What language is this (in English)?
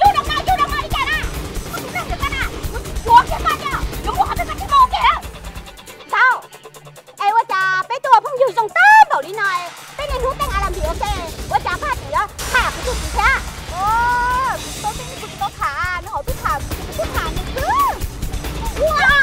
Hmong